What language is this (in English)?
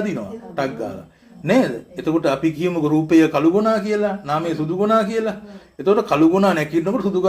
Sinhala